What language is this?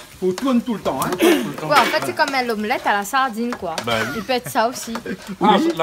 Réunion Creole French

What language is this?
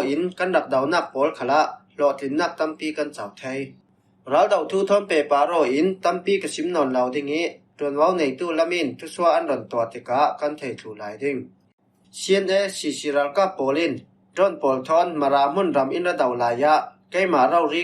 Falam Chin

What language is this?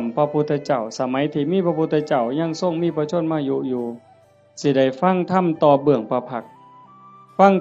Northeastern Thai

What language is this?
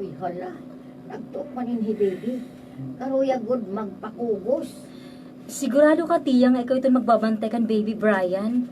Waray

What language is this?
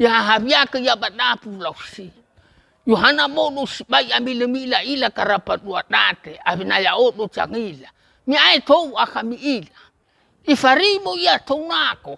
Nias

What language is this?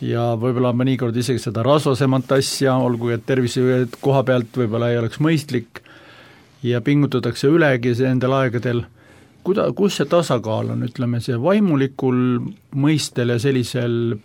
Estonian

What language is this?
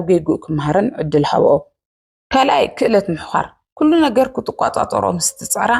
Tigrinya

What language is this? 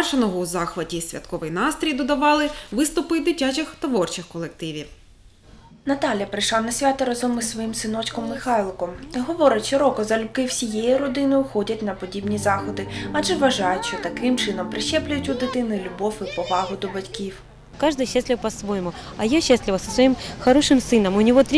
Ukrainian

